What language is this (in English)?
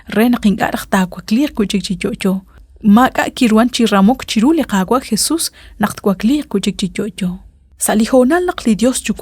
Kekchí